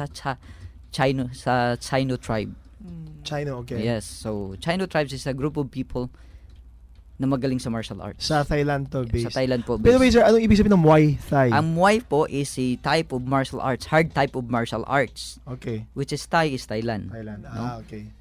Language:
Filipino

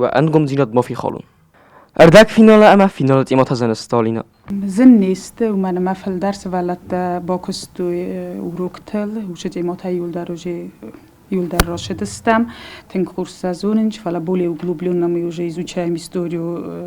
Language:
Ossetic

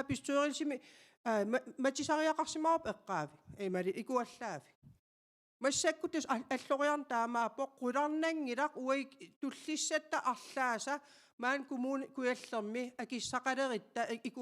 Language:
Kalaallisut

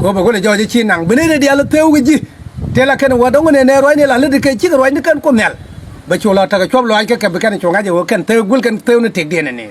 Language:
Nuer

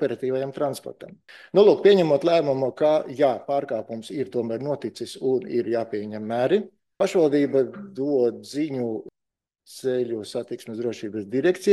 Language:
Latvian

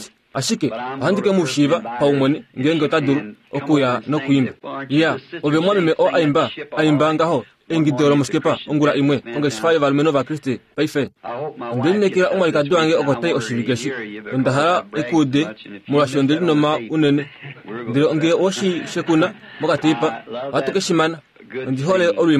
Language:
Kuanyama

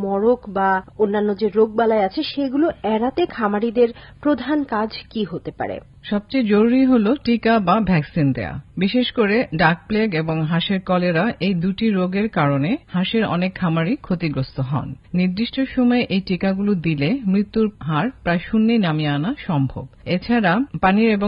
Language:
Bangla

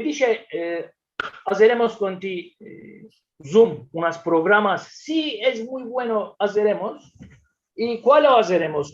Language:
Ladino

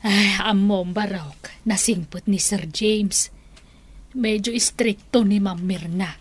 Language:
Iloko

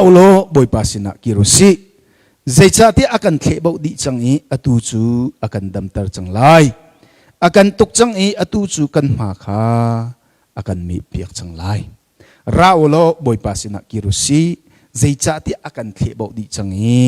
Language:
Hakha Chin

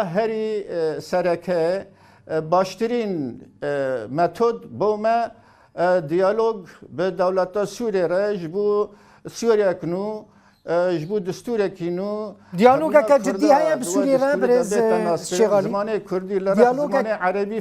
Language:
Kurdish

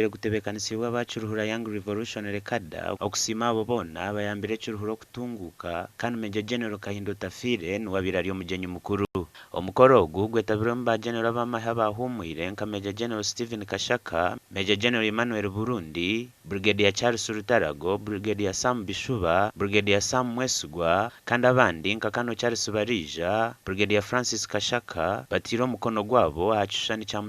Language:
Nyankole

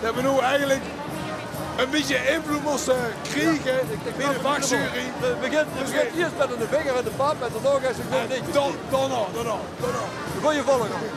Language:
Limburgish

